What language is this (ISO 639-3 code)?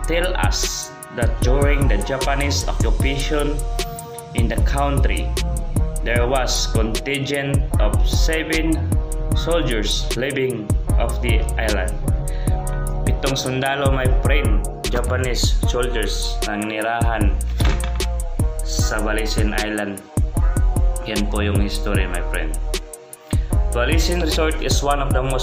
fil